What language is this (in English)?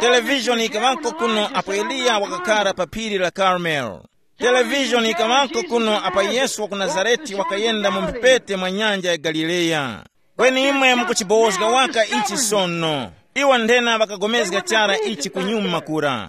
Tumbuka